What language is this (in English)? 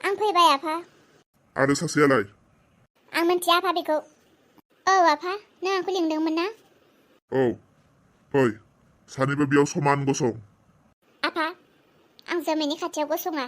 Bodo